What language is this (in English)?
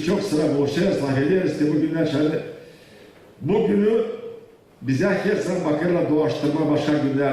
Gagauz